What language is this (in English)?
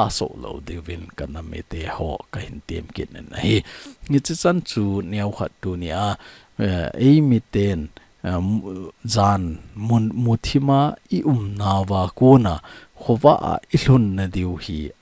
Thado Chin